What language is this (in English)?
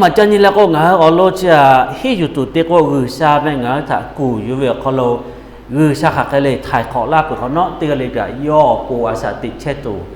Lahu